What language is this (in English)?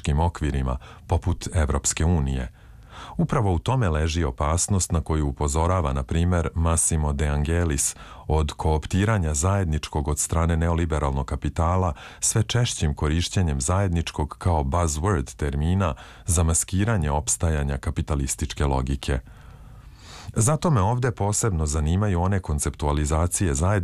Serbian